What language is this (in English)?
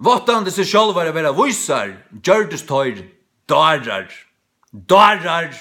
Faroese